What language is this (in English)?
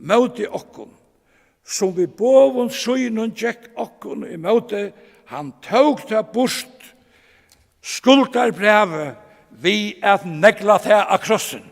Faroese